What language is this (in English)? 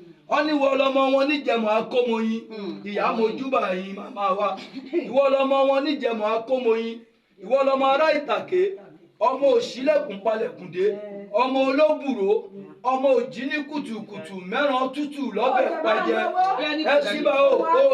Yoruba